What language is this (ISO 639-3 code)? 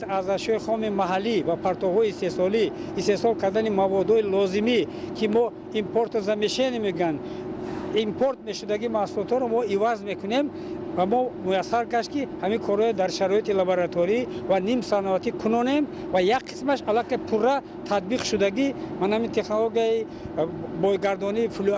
tgk